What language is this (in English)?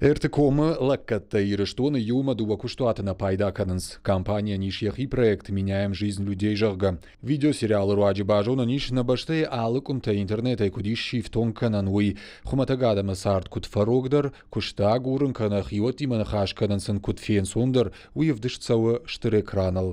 Ossetic